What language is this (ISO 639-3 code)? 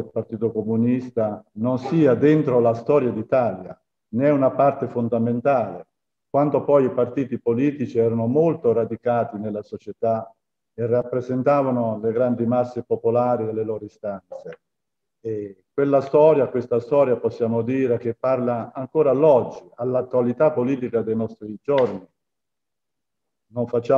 ita